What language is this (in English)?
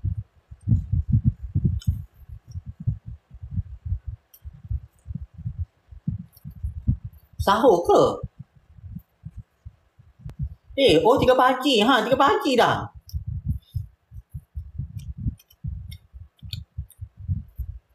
Malay